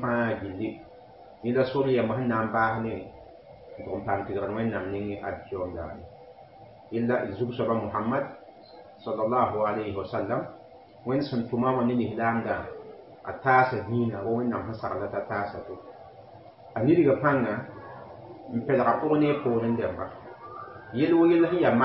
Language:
Mossi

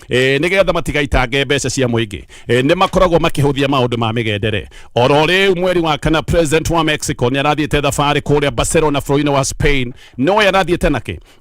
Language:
Kikuyu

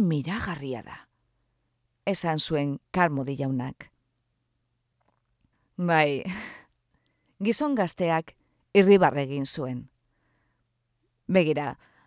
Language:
Basque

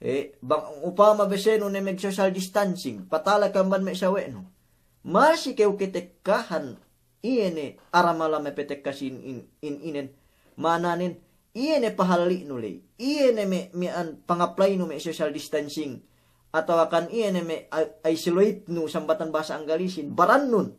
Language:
Yakan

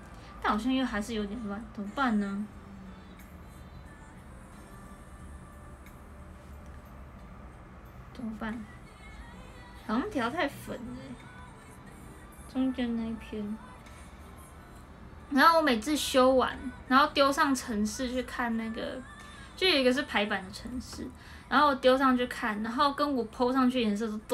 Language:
Chinese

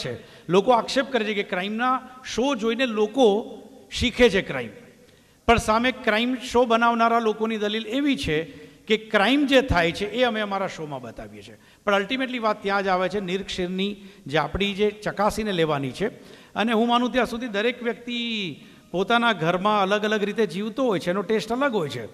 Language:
Gujarati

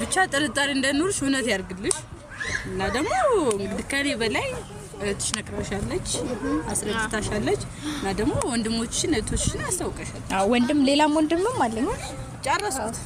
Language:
Amharic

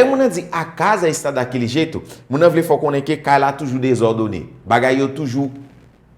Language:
Haitian Creole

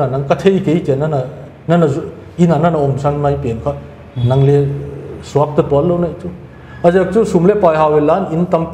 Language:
Paite Chin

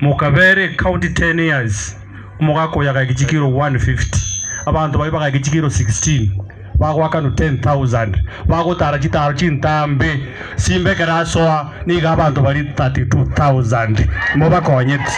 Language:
Gusii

